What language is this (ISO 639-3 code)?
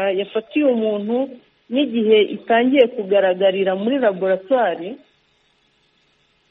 kin